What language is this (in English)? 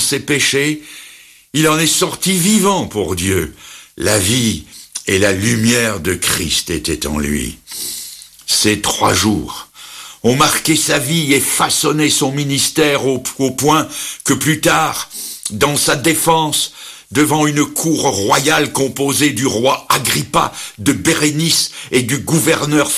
French